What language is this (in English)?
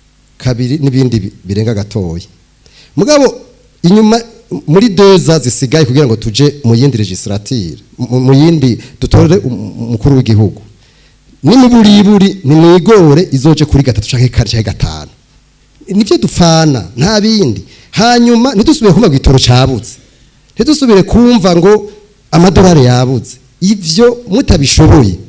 Rundi